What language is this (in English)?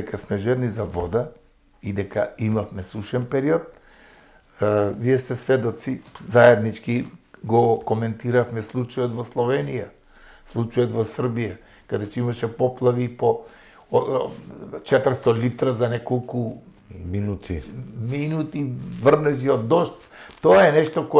Macedonian